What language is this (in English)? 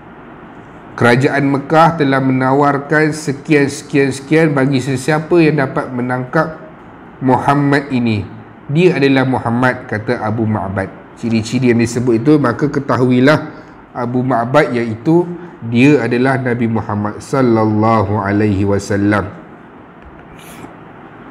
Malay